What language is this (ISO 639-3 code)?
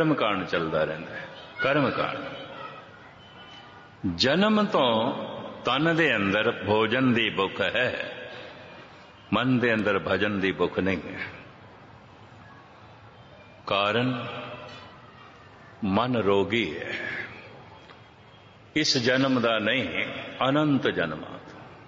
pan